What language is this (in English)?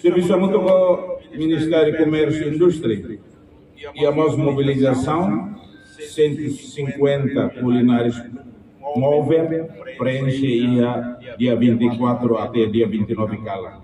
Tetum